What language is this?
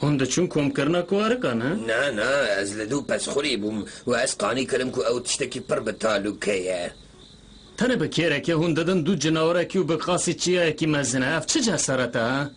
Kurdish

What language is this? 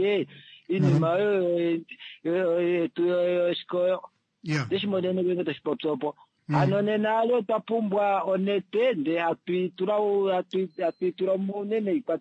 Kuanyama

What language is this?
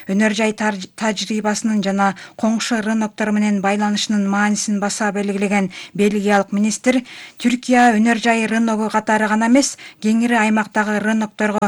Kyrgyz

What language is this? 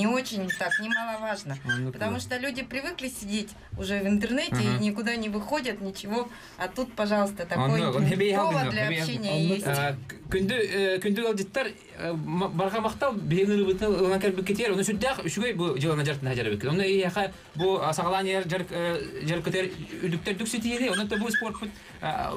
Yakut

